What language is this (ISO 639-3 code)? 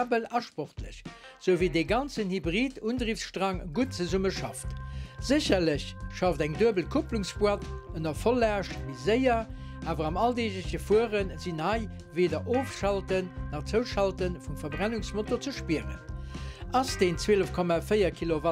ltz